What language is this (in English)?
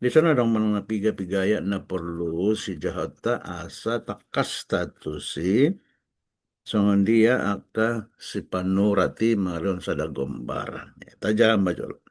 Batak Toba